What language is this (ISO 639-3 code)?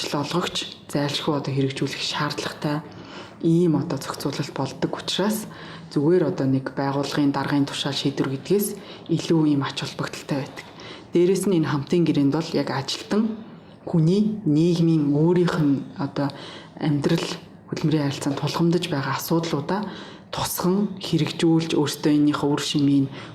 mon